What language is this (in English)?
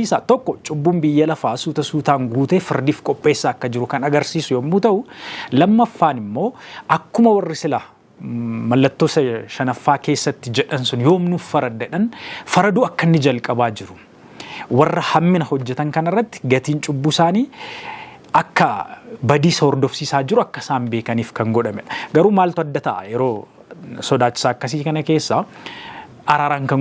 Oromo